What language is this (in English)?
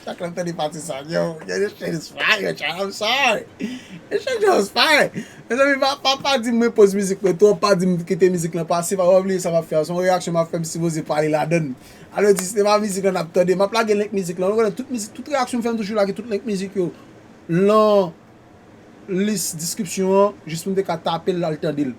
Haitian Creole